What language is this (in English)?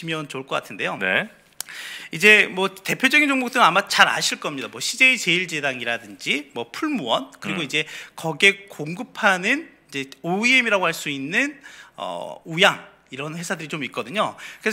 Korean